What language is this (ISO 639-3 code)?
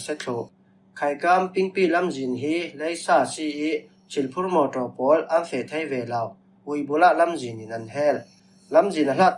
cfm